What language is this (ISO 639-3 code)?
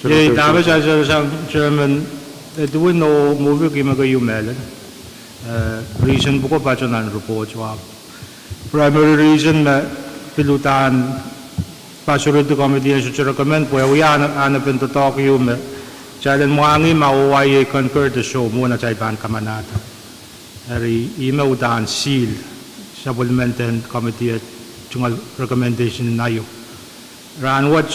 pon